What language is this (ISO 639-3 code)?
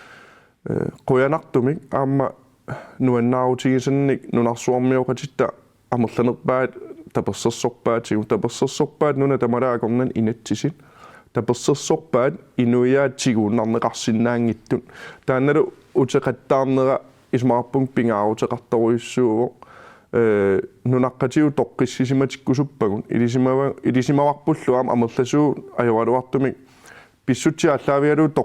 kal